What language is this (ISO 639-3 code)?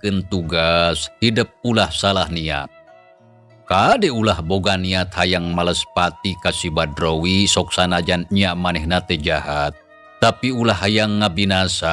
sun